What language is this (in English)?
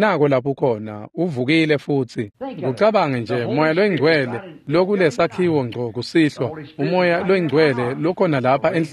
Swati